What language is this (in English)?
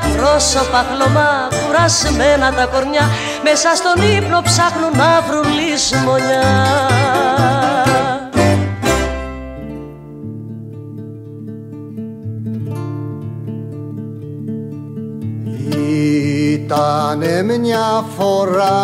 Greek